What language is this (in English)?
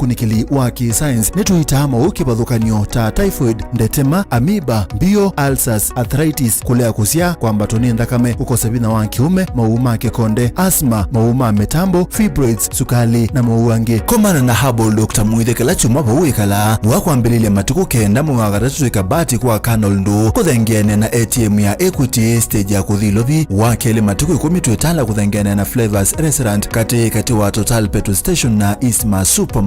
Kamba